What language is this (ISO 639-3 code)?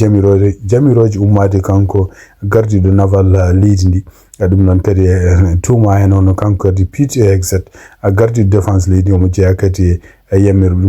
ful